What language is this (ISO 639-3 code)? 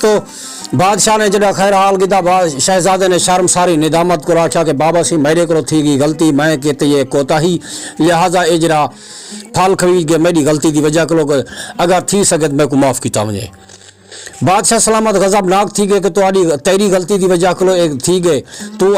skr